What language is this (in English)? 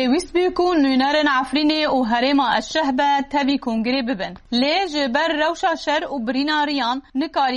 Kurdish